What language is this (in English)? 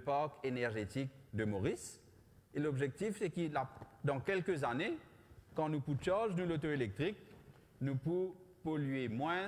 Morisyen